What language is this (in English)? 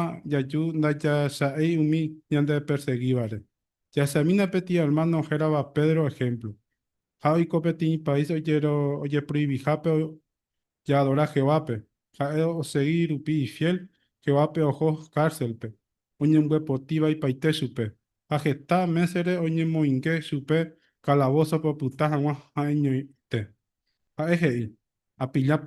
Guarani